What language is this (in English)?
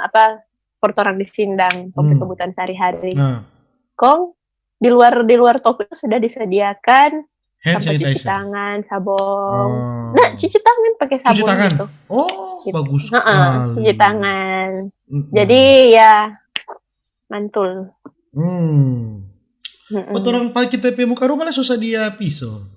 Manado Malay